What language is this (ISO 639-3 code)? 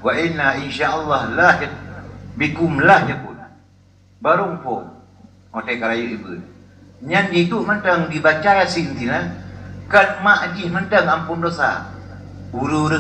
ace